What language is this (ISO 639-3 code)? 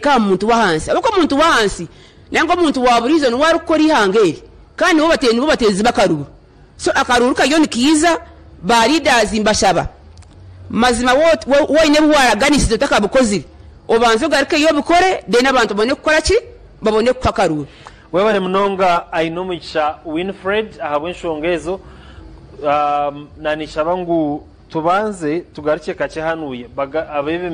nyn